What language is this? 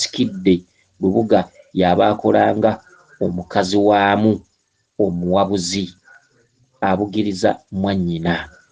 Ganda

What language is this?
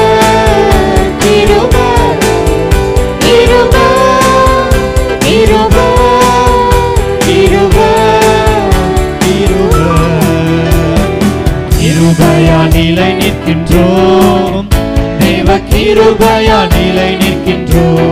Tamil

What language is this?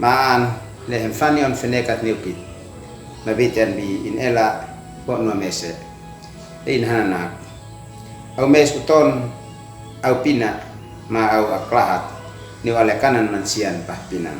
Uab Meto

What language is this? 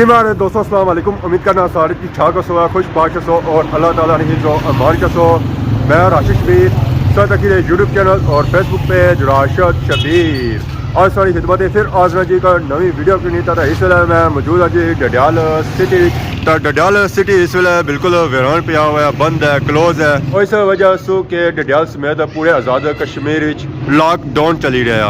Pahari-Potwari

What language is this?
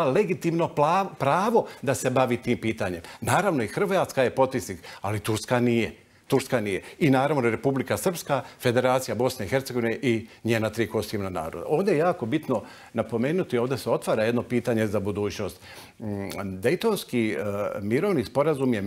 Bosnian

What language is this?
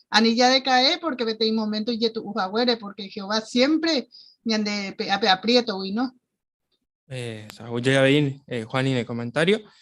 Guarani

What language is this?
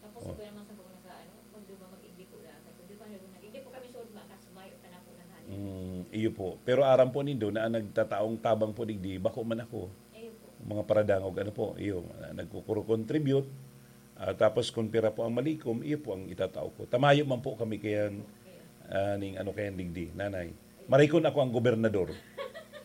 Bikol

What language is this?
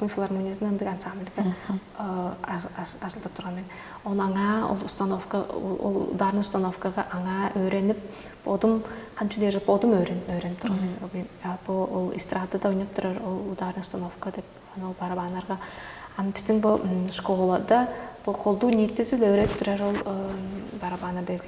Tuvinian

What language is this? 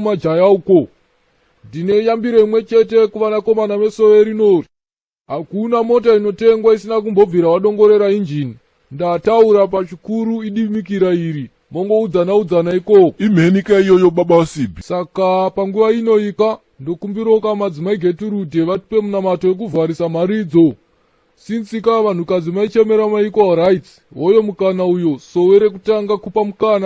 Shona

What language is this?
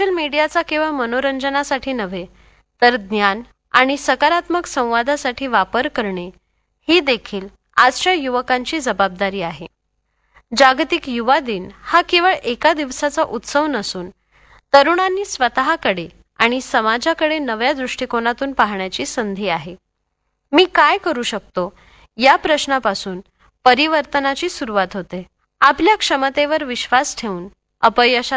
Marathi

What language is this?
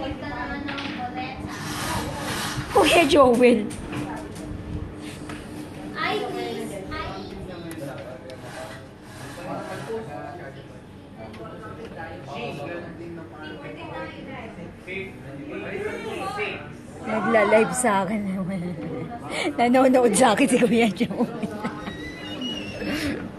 Filipino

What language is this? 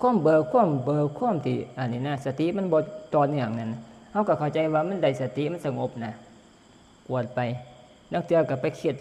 Northeastern Thai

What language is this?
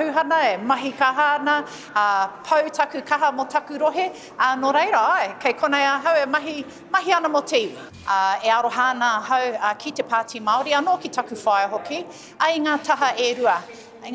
Māori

